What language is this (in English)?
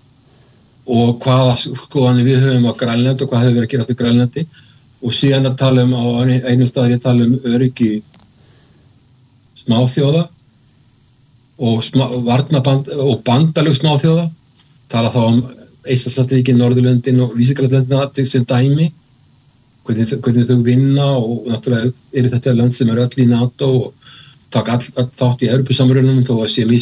Icelandic